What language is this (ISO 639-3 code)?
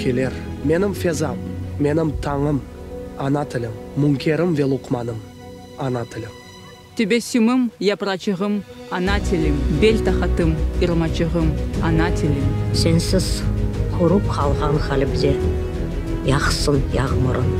crh